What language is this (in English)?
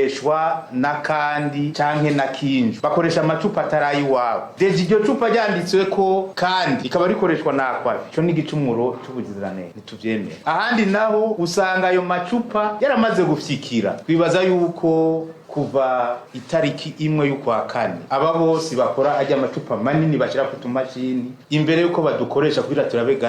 Rundi